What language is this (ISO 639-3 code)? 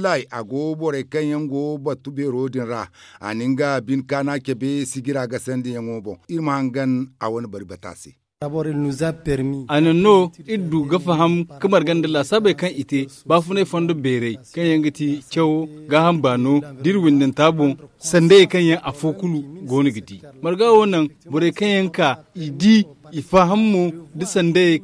dje